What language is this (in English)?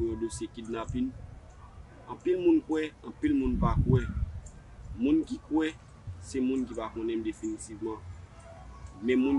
Haitian Creole